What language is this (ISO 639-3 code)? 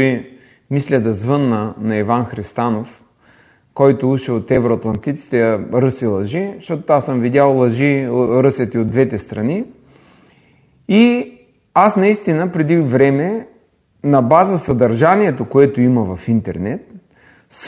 bul